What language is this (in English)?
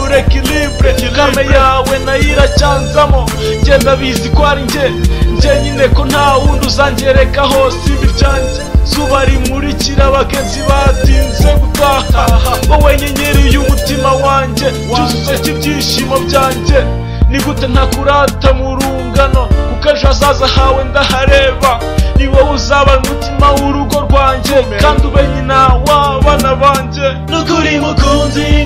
Kinyarwanda